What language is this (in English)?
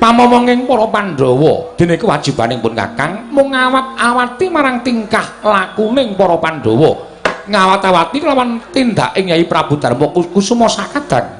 Javanese